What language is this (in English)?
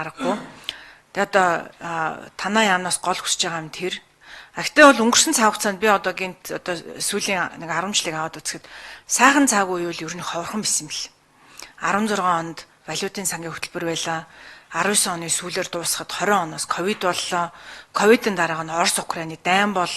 Mongolian